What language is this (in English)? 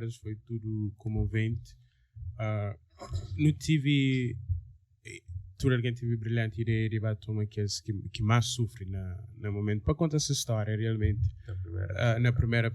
Kabuverdianu